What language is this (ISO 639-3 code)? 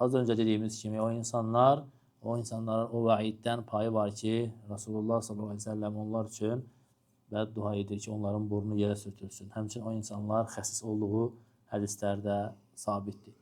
aze